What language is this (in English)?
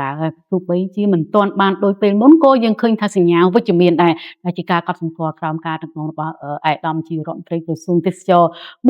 Khmer